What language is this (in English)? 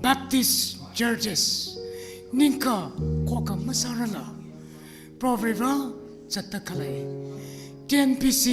Tangkhul Naga (India)